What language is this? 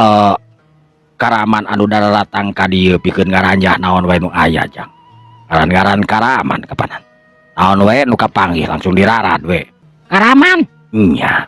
Sundanese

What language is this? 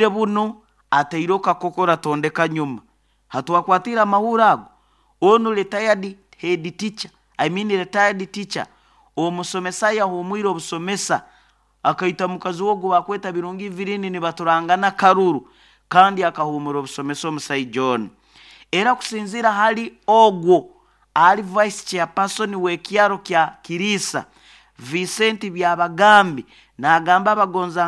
Nyoro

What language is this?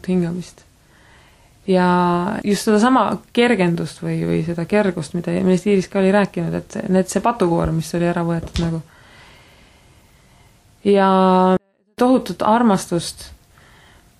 Estonian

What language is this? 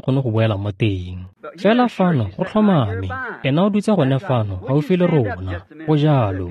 Tswana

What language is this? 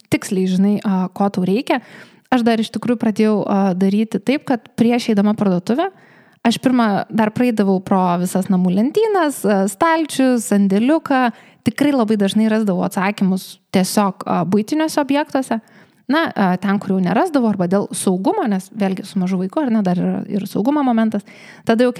Lithuanian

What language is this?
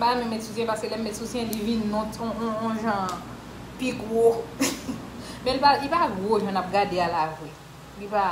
Haitian Creole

